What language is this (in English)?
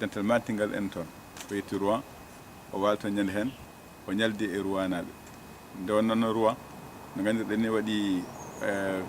Fula